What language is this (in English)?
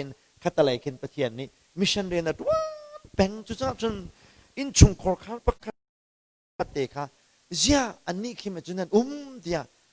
Hakha Chin